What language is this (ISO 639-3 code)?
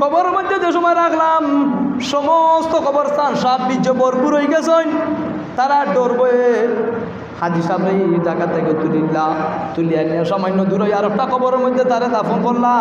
syl